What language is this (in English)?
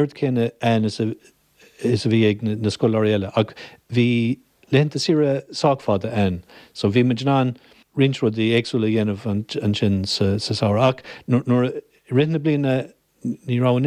Irish